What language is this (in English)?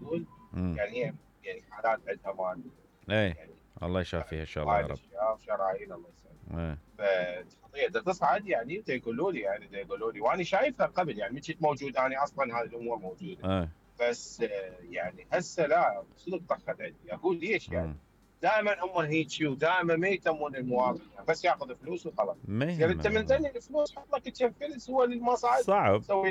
Mesopotamian Arabic